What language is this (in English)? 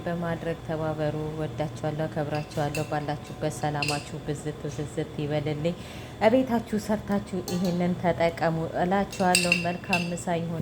Amharic